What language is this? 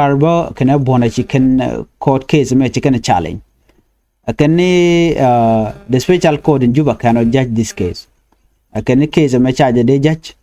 Nuer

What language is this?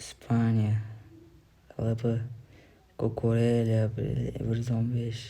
Uzbek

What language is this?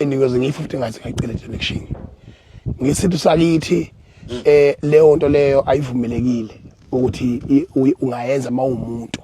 Zulu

